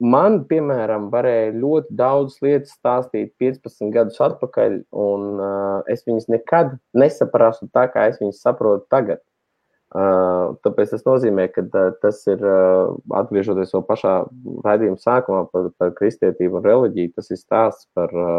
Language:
Latvian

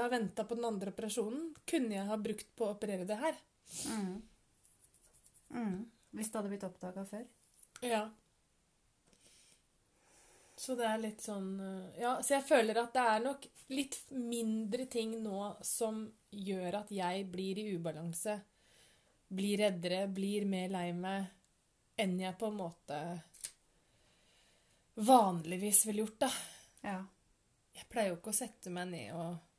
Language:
Norwegian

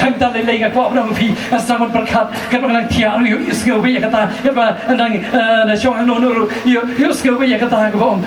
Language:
Khasi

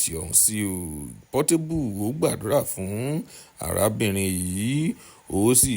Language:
Yoruba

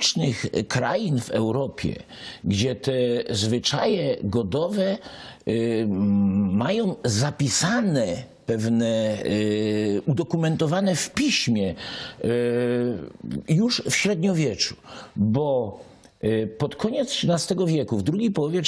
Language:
Silesian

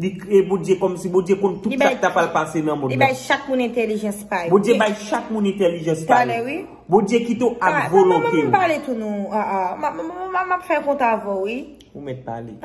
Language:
Haitian Creole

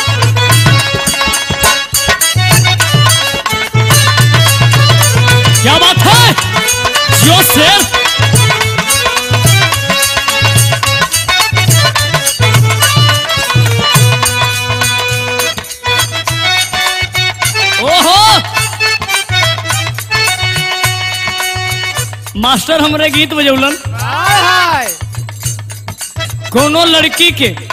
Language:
Bhojpuri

